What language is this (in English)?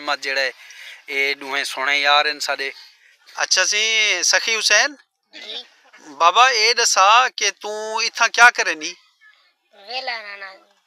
Saraiki